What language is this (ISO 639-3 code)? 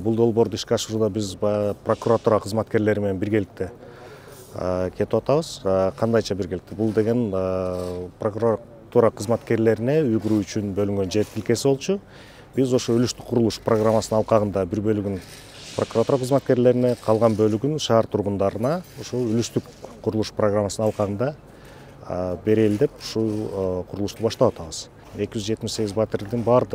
kir